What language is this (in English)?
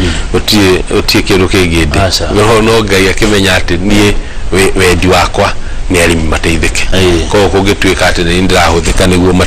Kikuyu